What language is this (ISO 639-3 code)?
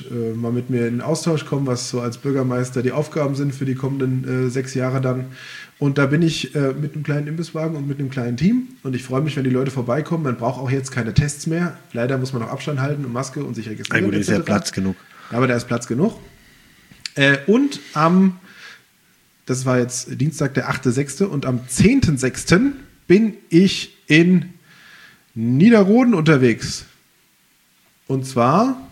deu